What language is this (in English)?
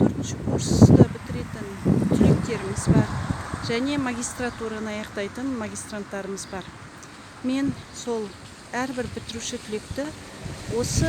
Kazakh